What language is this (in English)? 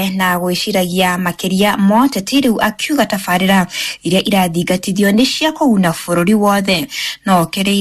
Kikuyu